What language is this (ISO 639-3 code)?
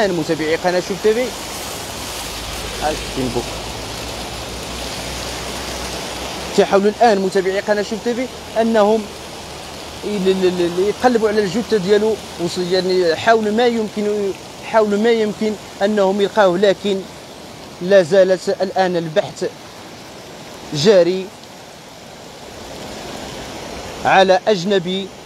ary